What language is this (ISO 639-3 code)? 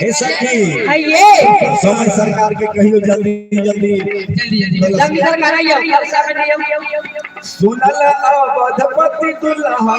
mai